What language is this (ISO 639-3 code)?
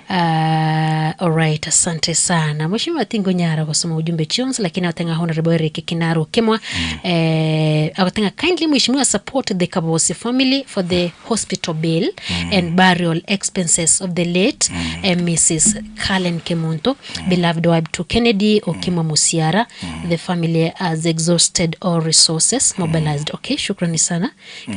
guz